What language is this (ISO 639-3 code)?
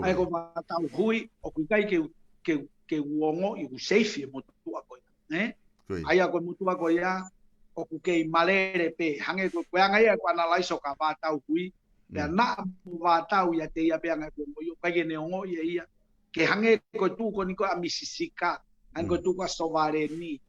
ton